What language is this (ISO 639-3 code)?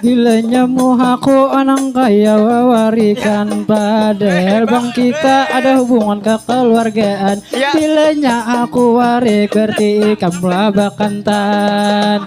bjn